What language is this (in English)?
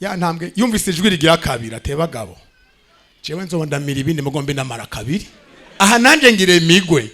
Rundi